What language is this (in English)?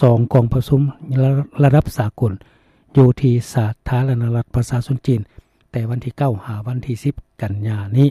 Lao